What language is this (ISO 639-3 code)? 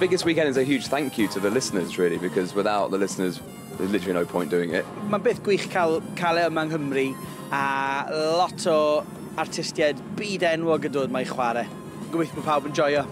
cym